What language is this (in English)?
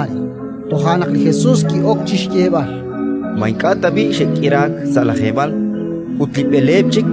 Kekchí